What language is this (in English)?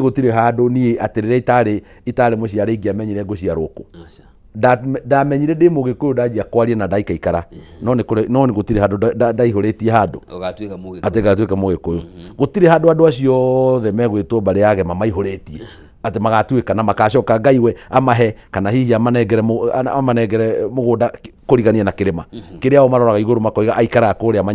Kikuyu